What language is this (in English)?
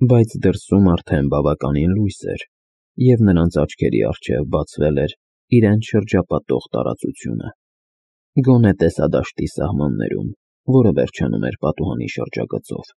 Armenian